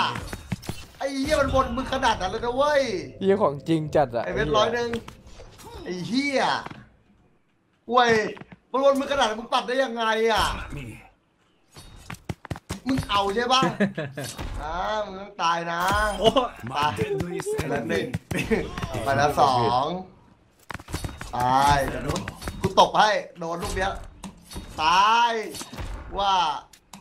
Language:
Thai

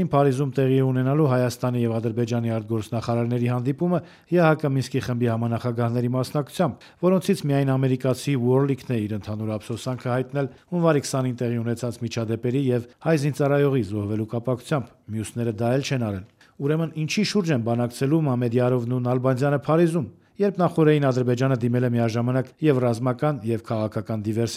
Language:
Armenian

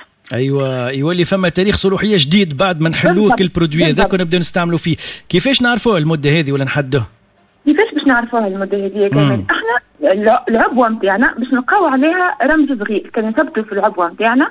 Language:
Tunisian Arabic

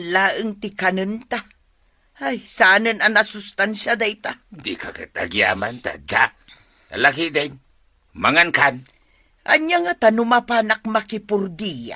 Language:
Iloko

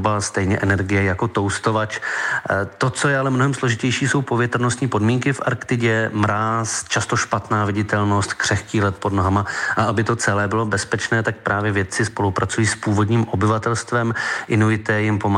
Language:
Czech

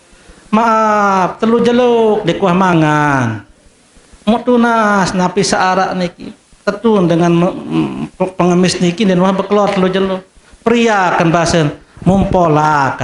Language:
Sasak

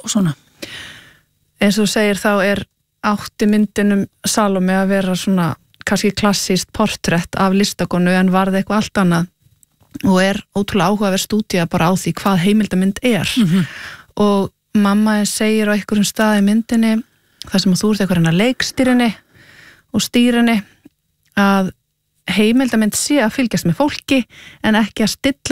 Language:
Icelandic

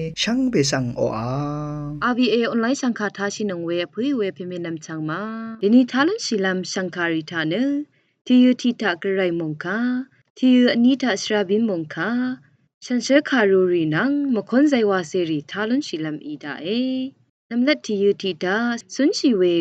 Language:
Rawang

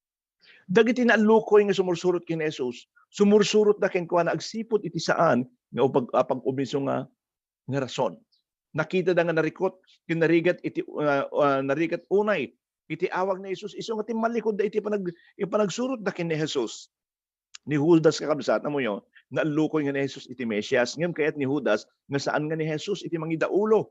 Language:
Iloko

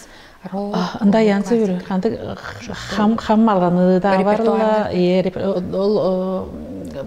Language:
Tuvinian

